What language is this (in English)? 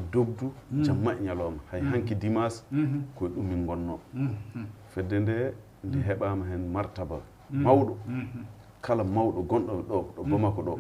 Fula